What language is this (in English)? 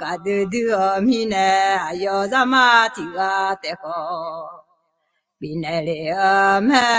Akha